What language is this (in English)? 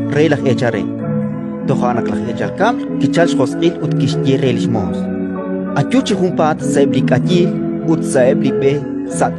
Kekchí